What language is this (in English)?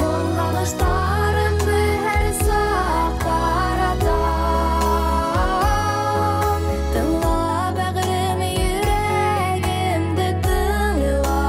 Bashkir